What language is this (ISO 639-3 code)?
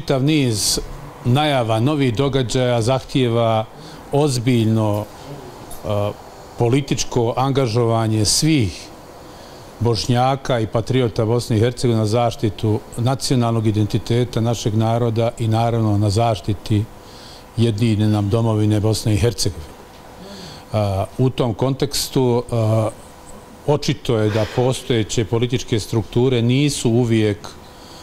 bos